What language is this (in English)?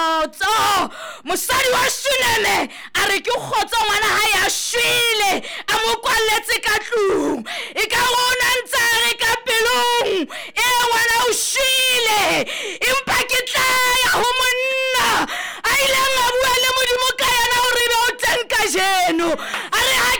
Southern Sotho